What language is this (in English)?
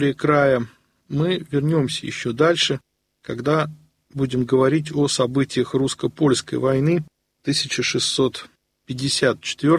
Russian